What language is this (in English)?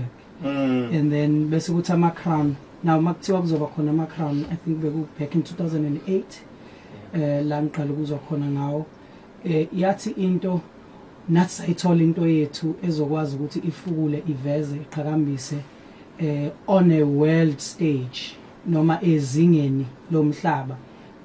Zulu